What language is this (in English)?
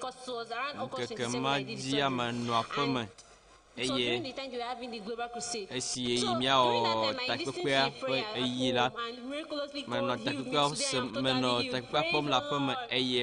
Ewe